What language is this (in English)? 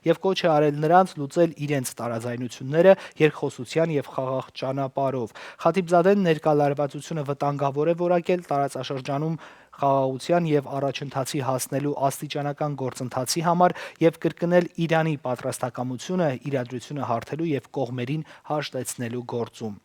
Western Armenian